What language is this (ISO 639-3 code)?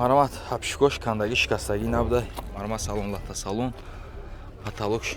tgk